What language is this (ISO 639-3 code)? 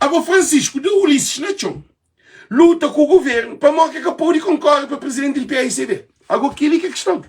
kea